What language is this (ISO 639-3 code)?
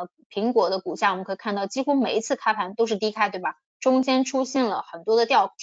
zho